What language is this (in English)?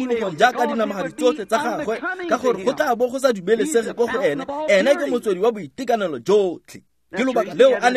Tswana